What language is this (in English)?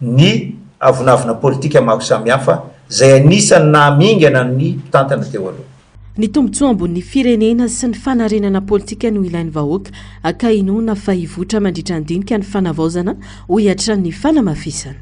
Malagasy